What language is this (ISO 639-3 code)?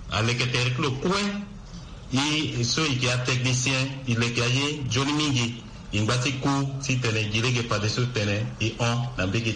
sag